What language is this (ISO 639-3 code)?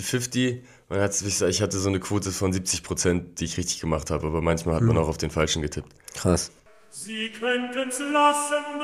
deu